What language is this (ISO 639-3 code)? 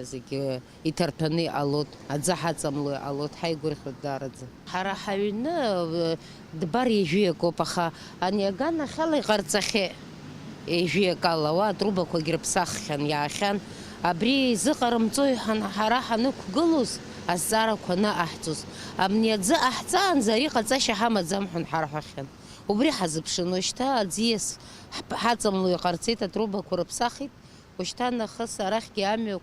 abk